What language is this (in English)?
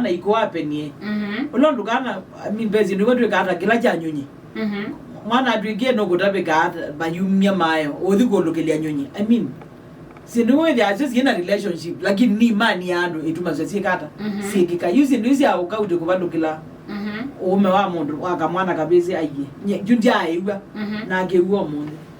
Kamba